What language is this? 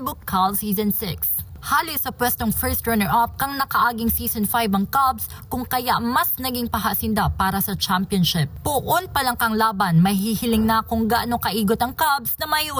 Bikol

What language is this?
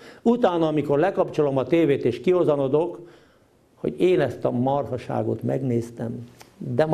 Hungarian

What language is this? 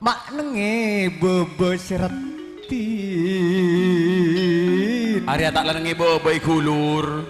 Madurese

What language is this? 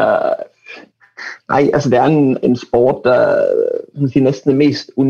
Danish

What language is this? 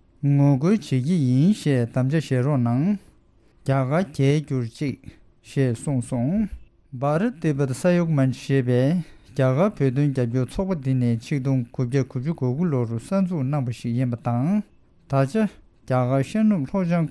Tibetan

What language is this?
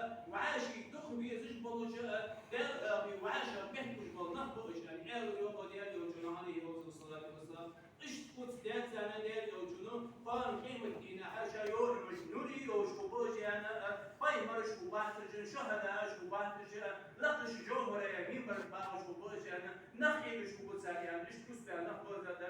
Ingush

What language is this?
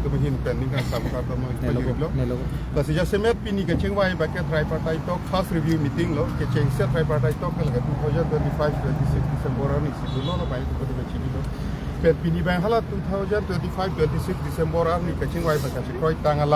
Karbi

